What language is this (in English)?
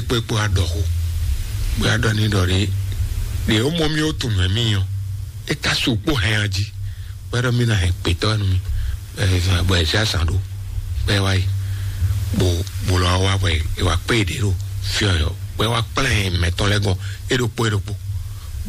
Fon